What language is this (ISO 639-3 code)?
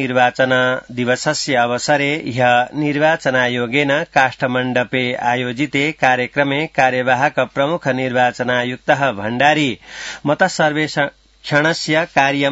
san